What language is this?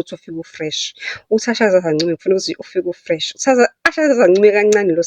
Zulu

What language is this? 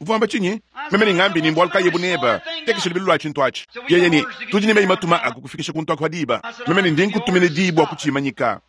Luba-Lulua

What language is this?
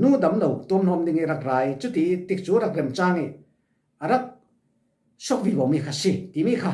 Falam Chin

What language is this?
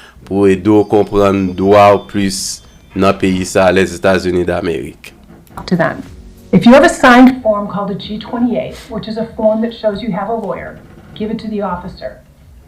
Haitian Creole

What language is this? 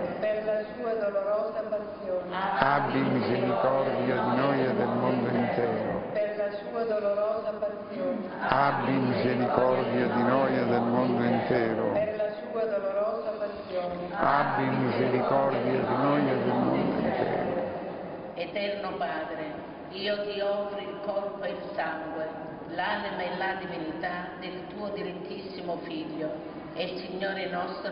Italian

